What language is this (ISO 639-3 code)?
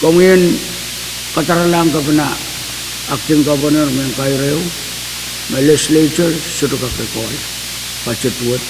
pon